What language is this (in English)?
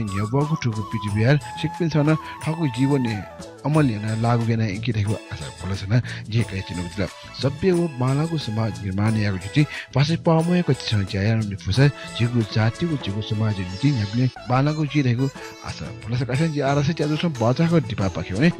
Newari